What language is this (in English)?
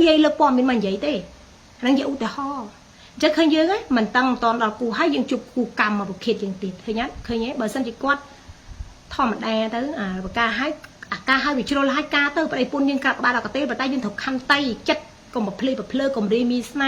Khmer